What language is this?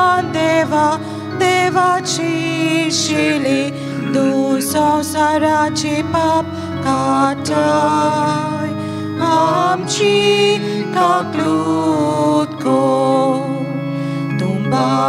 Konkani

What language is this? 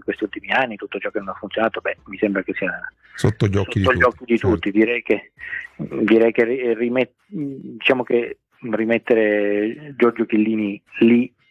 Italian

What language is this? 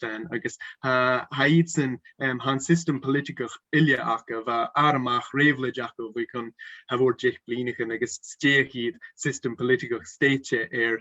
Scottish Gaelic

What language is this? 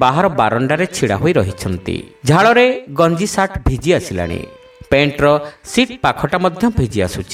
Odia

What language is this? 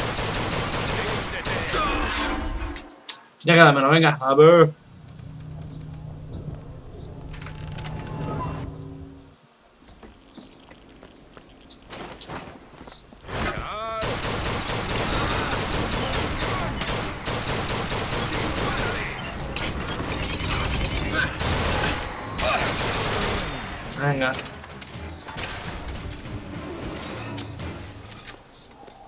Spanish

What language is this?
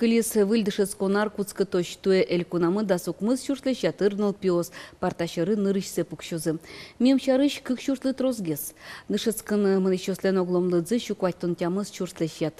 Udmurt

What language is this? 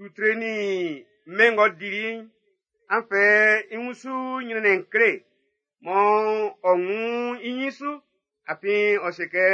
Baoulé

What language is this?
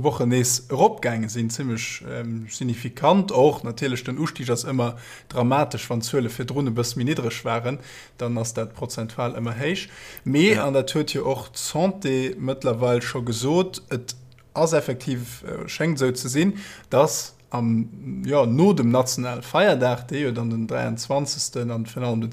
Luxembourgish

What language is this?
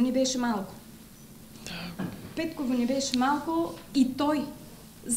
Bulgarian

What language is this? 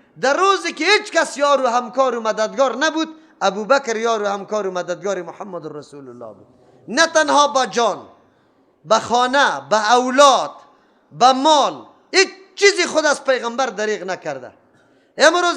Persian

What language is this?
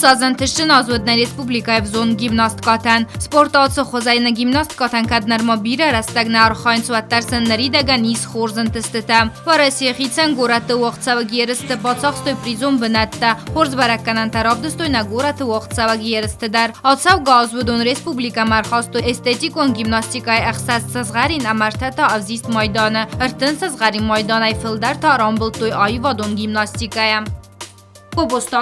Ossetic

